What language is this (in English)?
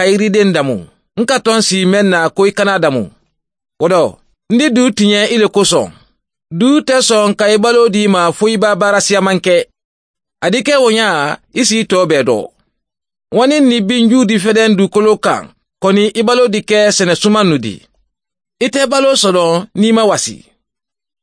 Mandingo